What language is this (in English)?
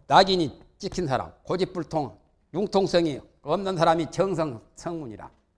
Korean